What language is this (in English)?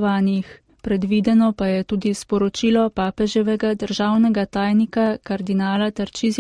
Slovenian